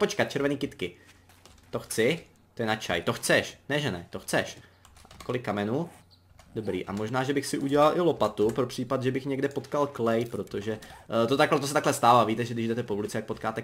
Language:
Czech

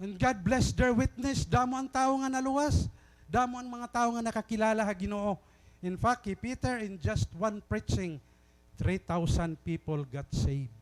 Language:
Waray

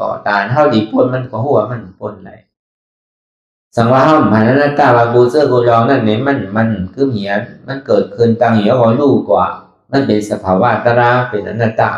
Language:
Shan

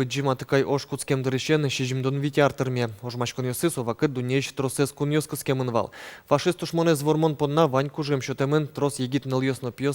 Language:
Udmurt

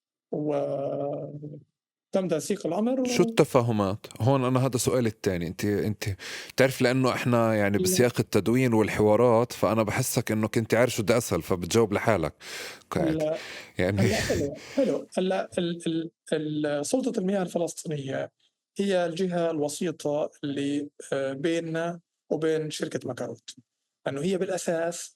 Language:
North Levantine Arabic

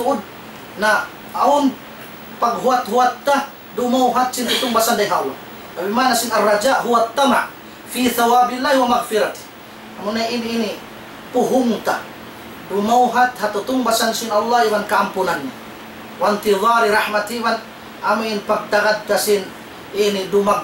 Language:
Tausug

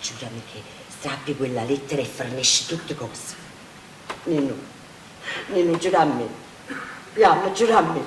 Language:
Neapolitan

